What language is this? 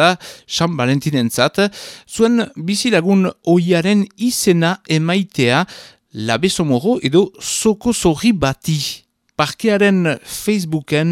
Basque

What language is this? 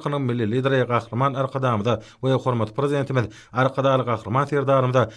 Turkmen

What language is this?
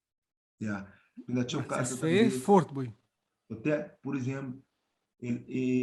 Kabuverdianu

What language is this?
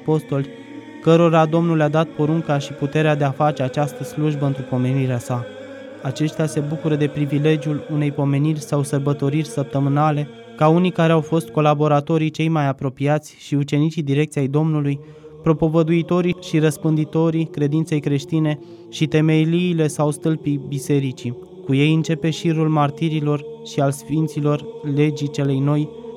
Romanian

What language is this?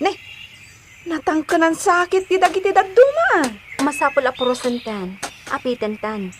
Iloko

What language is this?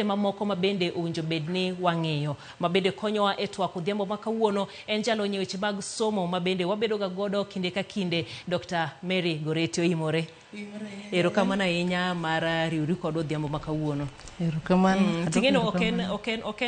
Luo (Kenya and Tanzania)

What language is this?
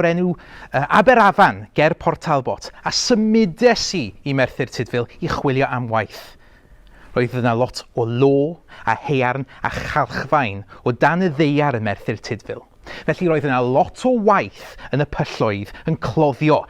Welsh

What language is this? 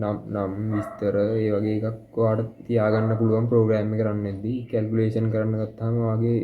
Sinhala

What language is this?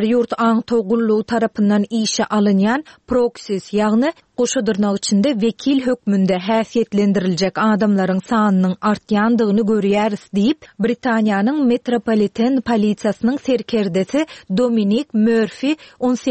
Turkmen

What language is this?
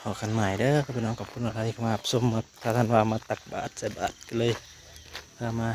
Northeastern Thai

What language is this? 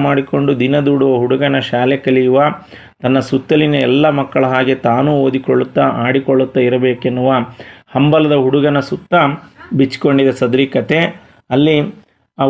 Kannada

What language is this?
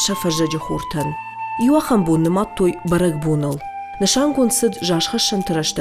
Ossetic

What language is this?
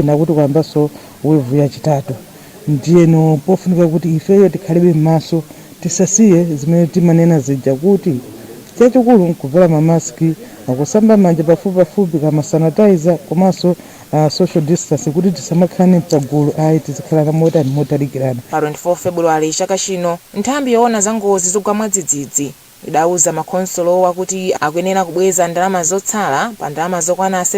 Nyanja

